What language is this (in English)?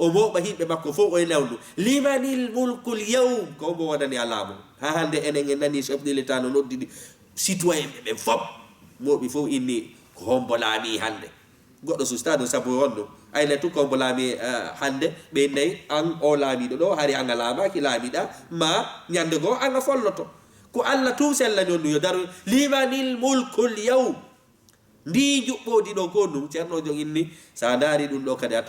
Fula